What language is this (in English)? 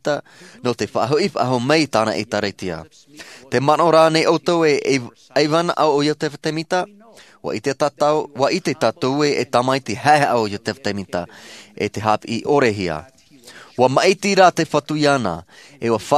Tahitian